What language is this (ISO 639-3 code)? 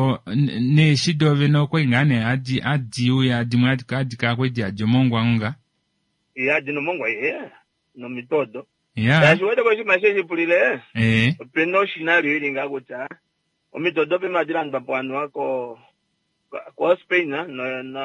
kua